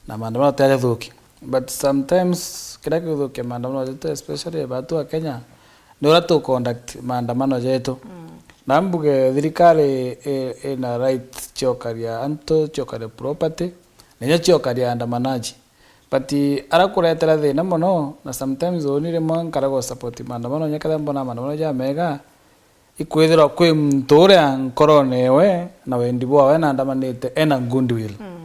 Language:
Meru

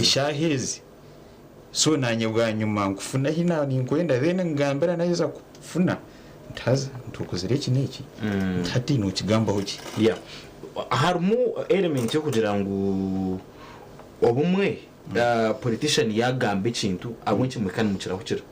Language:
Nyankole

